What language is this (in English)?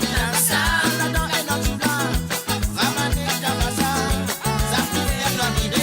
Morisyen